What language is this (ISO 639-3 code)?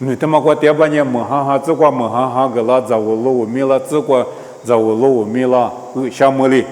lis